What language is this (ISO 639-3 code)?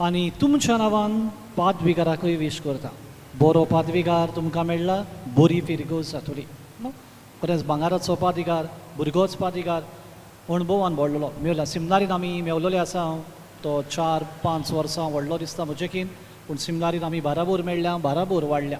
kok